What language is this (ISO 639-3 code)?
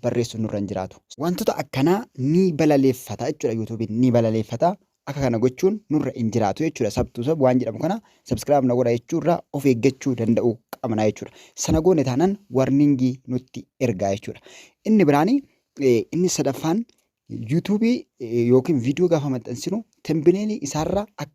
orm